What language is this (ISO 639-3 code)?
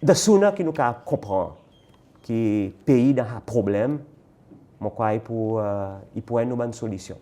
crs